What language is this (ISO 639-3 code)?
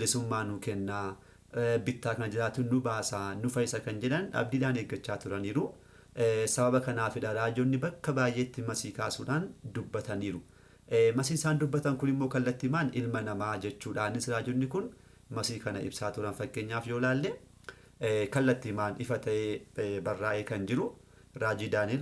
orm